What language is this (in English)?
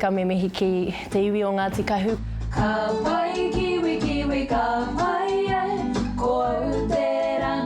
Māori